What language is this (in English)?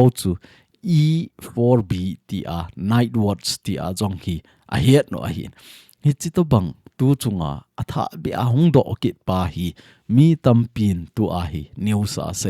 Thado Chin